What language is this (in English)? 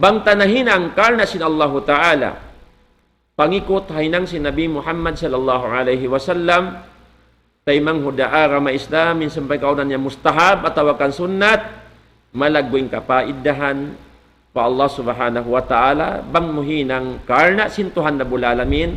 Tausug